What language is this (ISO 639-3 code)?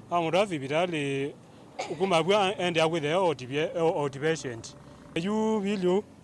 kam